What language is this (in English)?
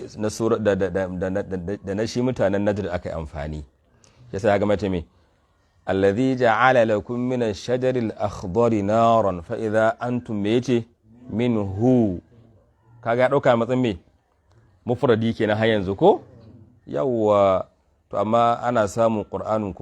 Hausa